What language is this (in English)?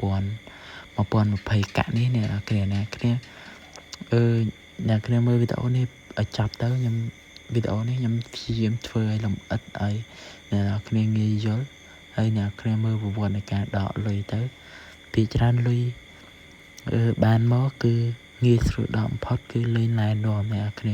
Khmer